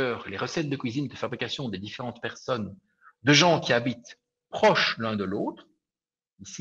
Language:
French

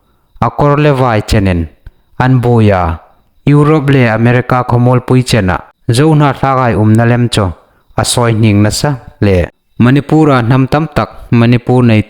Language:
Hmar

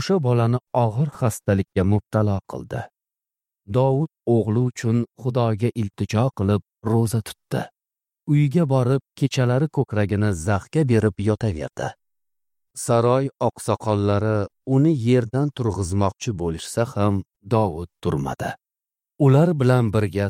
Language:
Uzbek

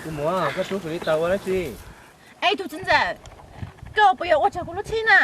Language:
Hmong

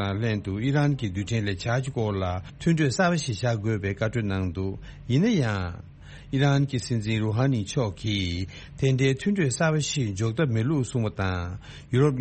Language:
Tibetan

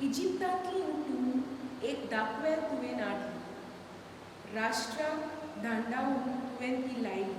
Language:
Konkani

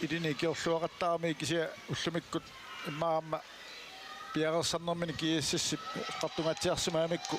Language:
Kalaallisut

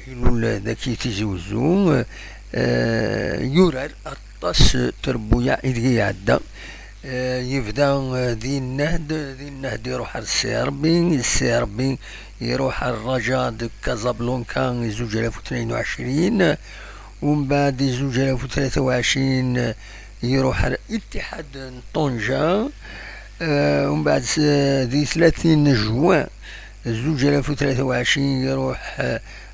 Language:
Kabyle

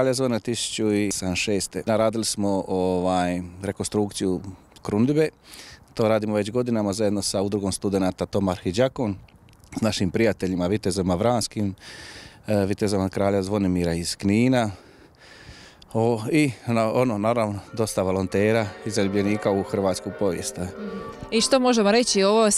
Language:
Croatian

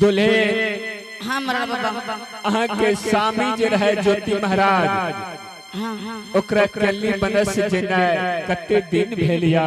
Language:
Angika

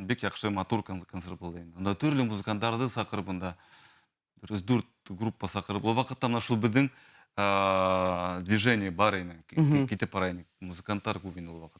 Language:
Bashkir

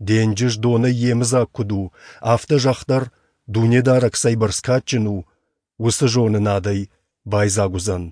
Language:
Ossetic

